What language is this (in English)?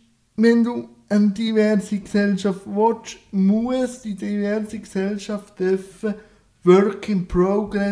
German